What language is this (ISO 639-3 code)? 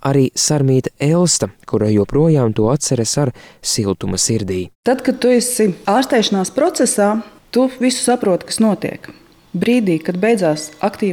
lav